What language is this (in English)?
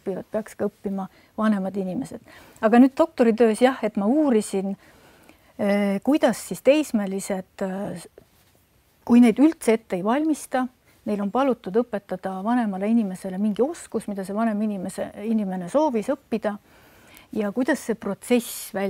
Estonian